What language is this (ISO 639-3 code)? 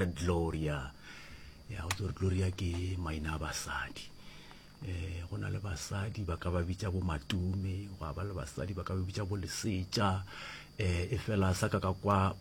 nso